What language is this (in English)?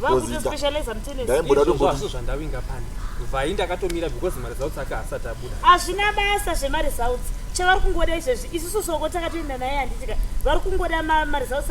Shona